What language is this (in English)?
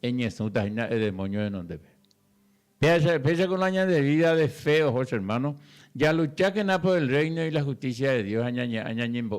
Guarani